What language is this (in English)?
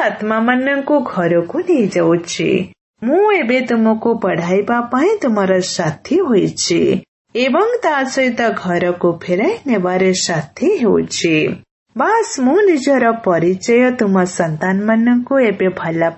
Odia